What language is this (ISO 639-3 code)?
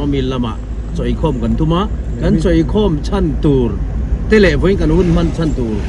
lus